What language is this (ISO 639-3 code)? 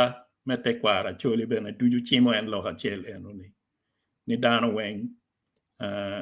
ach